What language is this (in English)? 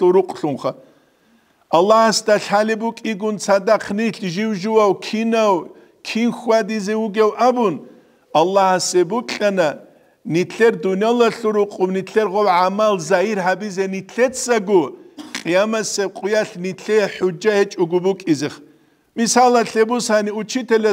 Avaric